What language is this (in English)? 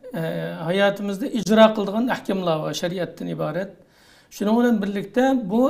Uyghur